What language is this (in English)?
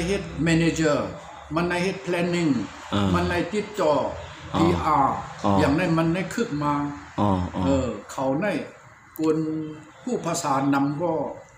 Shan